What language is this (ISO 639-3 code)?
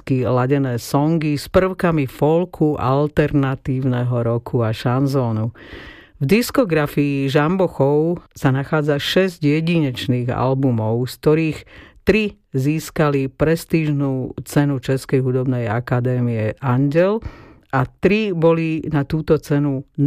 slk